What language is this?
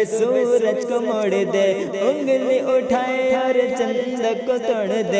Urdu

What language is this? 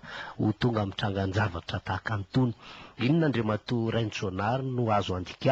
Malagasy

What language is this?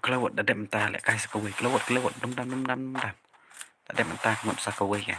Khasi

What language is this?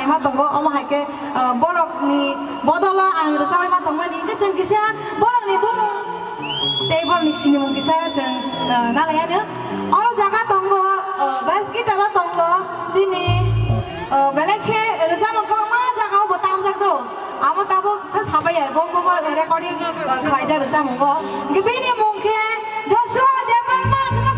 Kok Borok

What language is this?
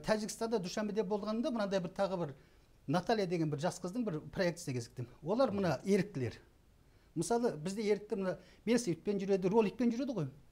Kazakh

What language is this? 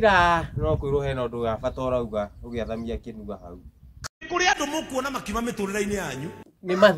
Kikuyu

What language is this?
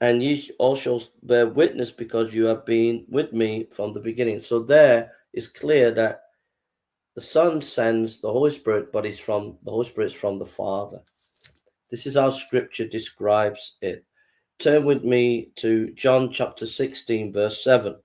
English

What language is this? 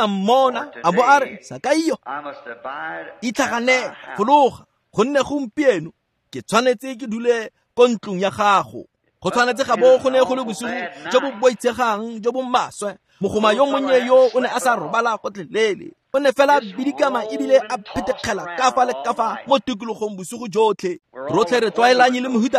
Tswana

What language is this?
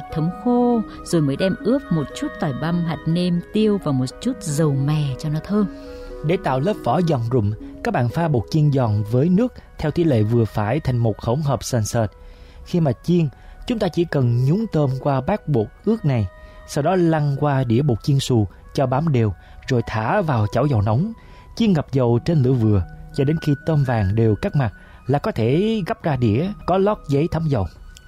Vietnamese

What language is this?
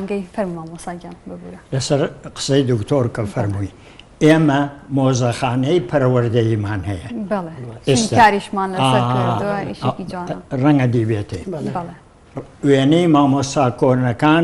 Central Kurdish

